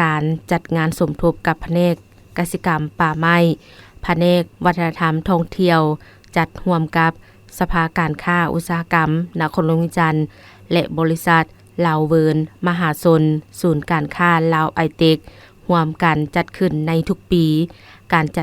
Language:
Lao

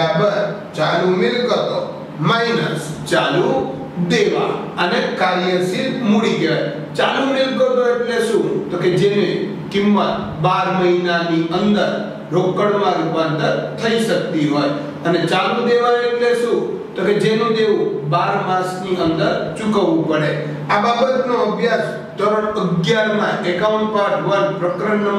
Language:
Gujarati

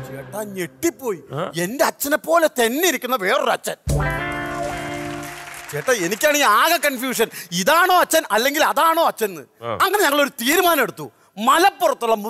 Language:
Malayalam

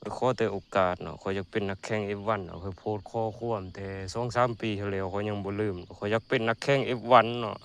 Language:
Lao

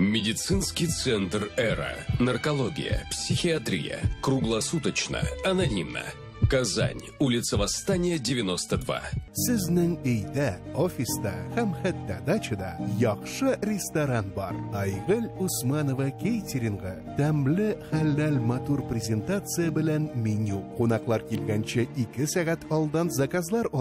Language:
Tatar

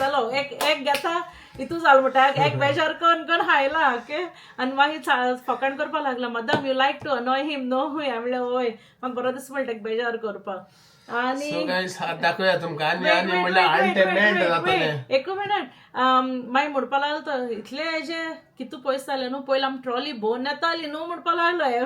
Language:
Konkani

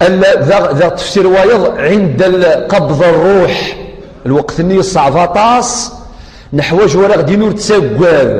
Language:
Kabyle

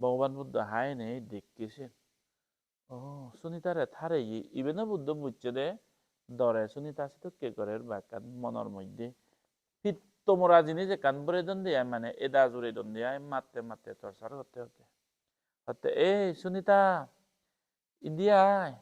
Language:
Chakma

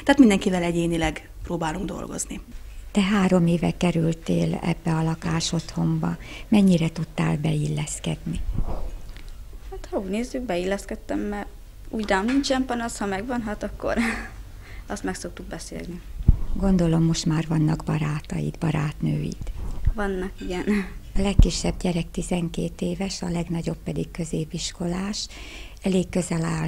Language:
Hungarian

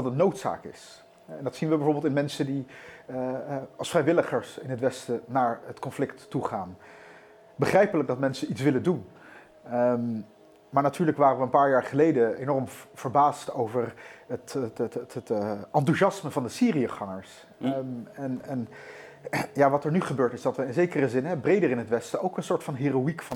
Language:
Dutch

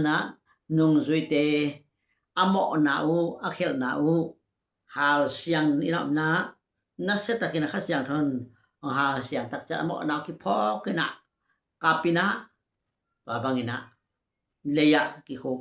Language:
Tedim Chin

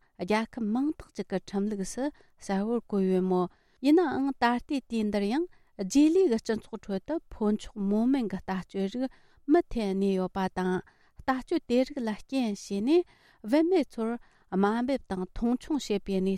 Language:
Tibetan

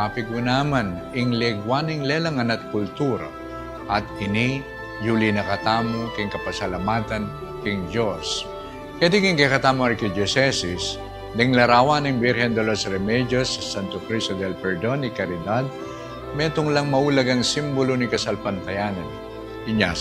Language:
Pampanga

